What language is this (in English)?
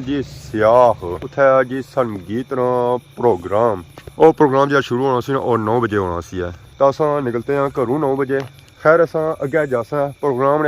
Pahari-Potwari